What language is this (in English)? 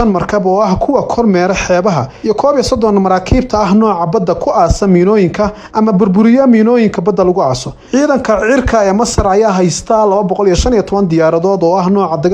Somali